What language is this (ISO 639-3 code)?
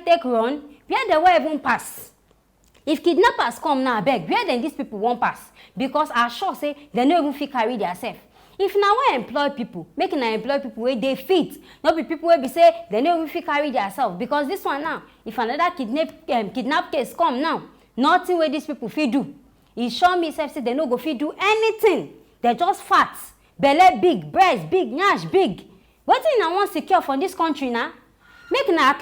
pcm